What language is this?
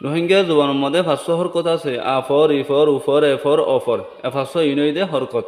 Rohingya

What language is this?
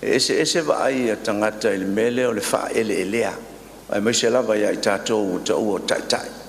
Samoan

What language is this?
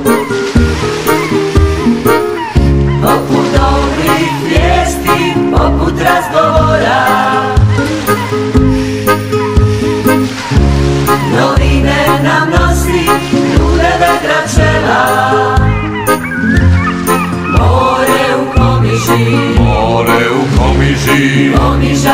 Croatian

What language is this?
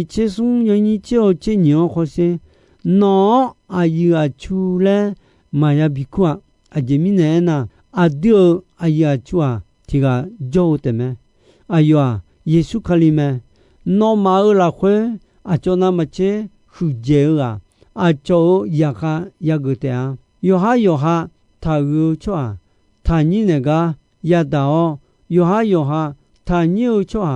Akha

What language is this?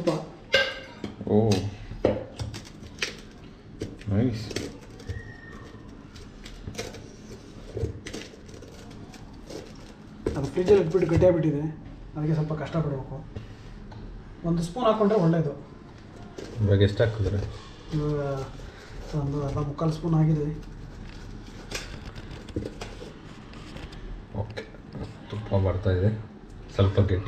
Kannada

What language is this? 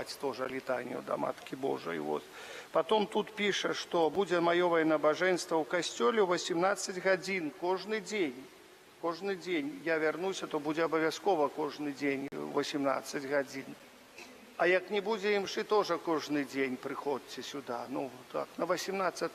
Belarusian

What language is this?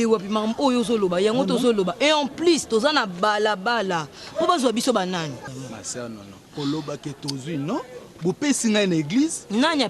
Lingala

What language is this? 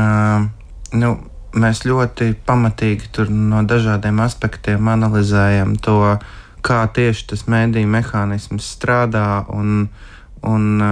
Latvian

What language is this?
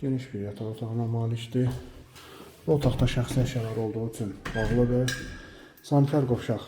Azerbaijani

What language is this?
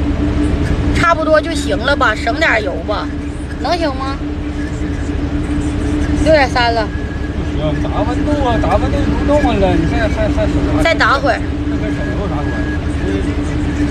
Chinese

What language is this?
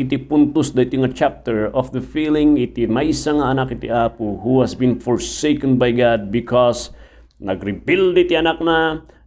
Iloko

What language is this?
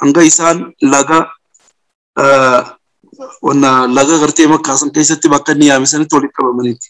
Oromo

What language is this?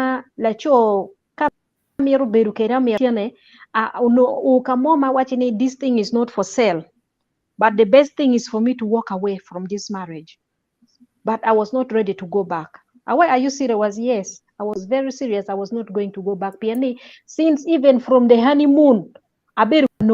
Acoli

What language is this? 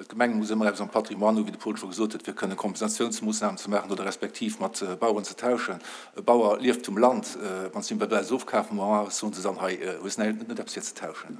Luxembourgish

